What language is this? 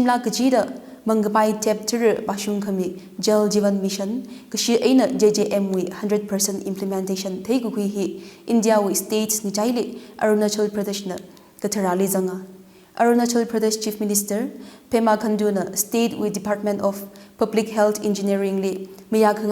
Tangkhul Naga (India)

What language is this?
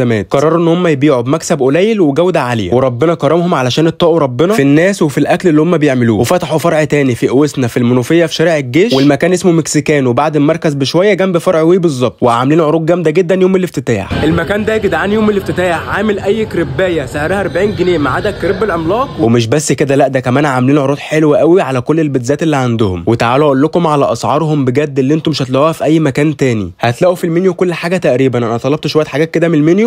Egyptian Arabic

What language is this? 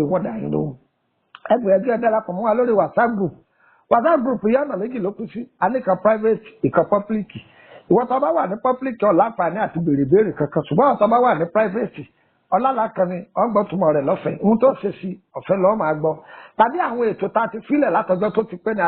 Yoruba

